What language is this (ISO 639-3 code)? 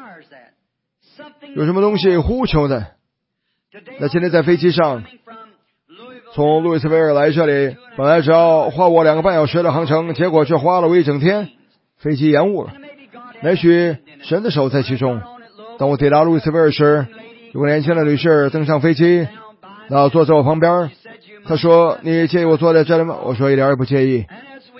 zho